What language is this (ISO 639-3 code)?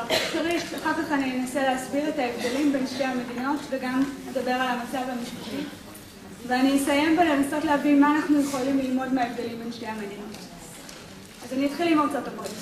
heb